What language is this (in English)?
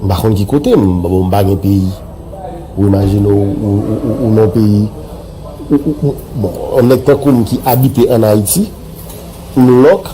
Haitian Creole